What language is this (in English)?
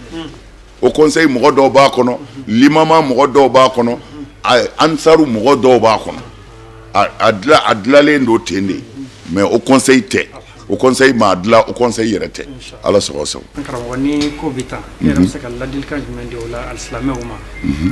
Bambara